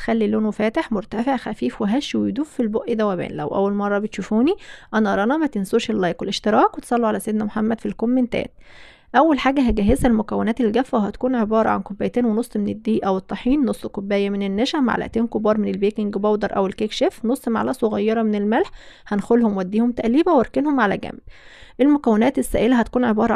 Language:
Egyptian Arabic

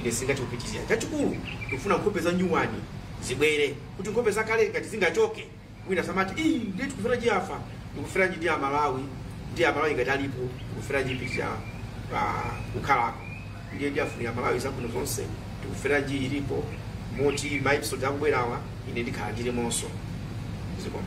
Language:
Nyanja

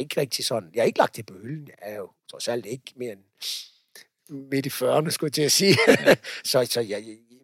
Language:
Danish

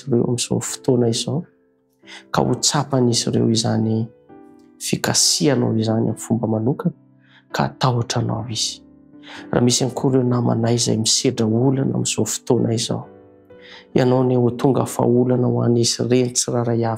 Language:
Malagasy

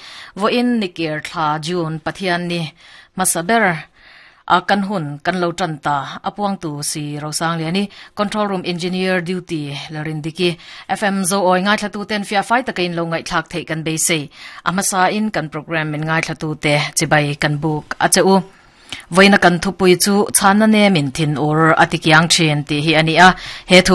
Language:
Mizo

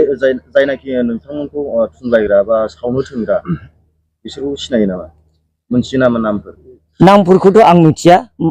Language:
Bodo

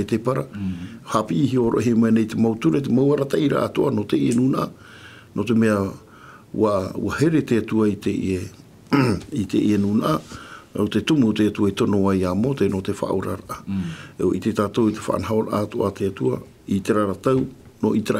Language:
Tahitian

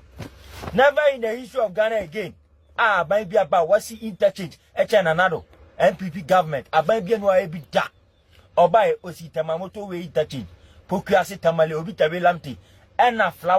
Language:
Akan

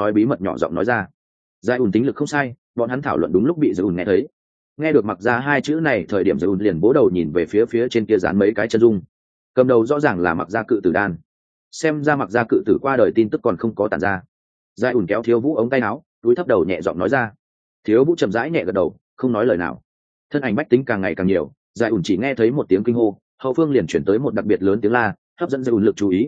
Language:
Vietnamese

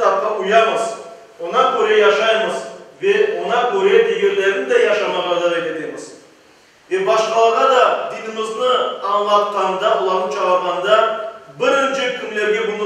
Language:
Crimean Tatar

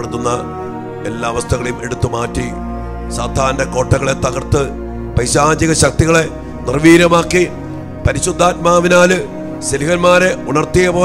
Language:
Malayalam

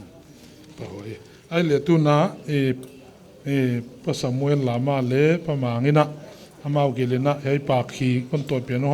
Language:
Paite Chin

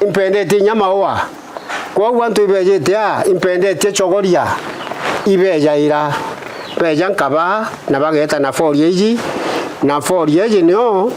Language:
Meru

